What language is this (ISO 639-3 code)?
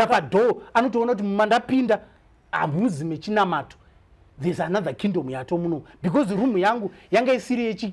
sna